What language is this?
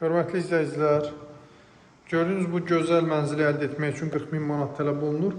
Azerbaijani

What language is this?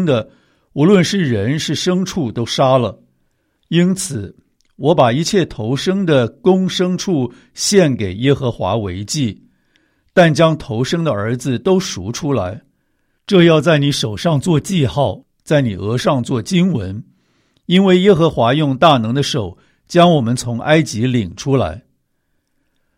Chinese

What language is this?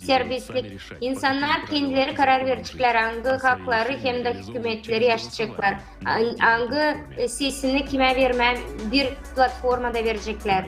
Gagauz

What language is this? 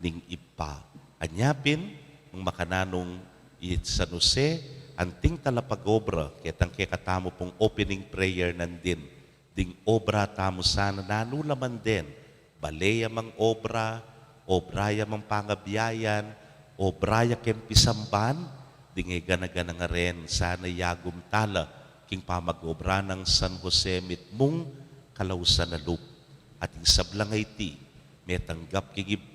Pampanga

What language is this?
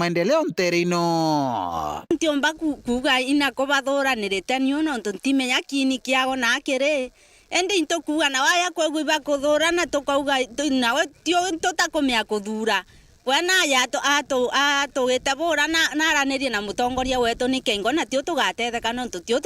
Meru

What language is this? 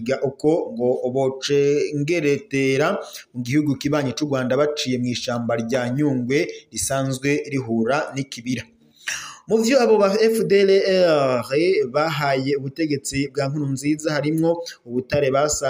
Rundi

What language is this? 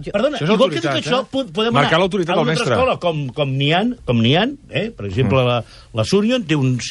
Catalan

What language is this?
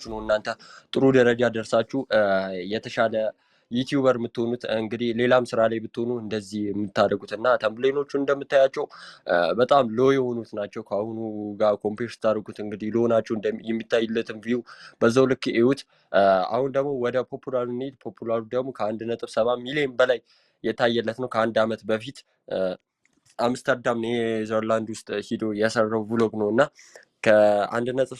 Amharic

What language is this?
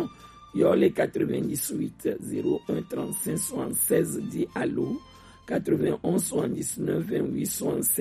Gen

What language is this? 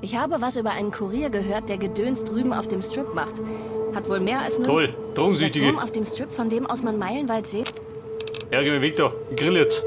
Bavarian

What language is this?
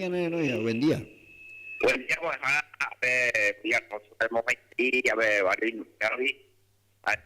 Guarani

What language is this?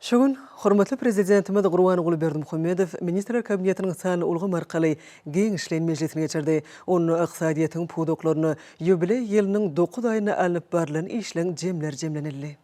Turkmen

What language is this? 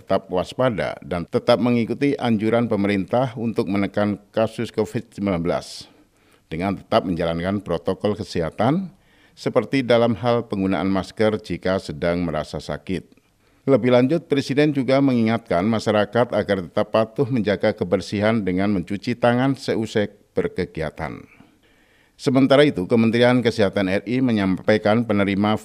Indonesian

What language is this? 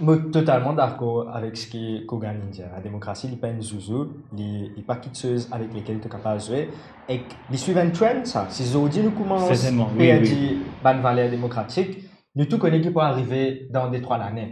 Morisyen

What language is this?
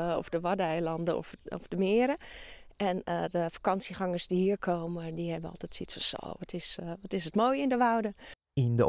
Western Frisian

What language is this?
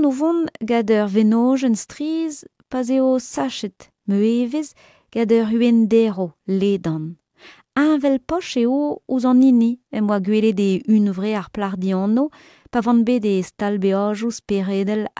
Breton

